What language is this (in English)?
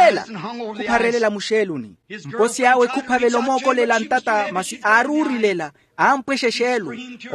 Makhuwa